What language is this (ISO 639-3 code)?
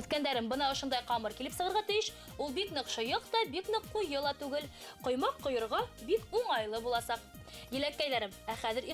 bak